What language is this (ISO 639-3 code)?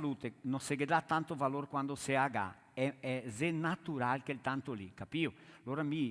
vec